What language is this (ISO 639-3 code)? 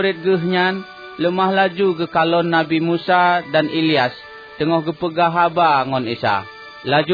ace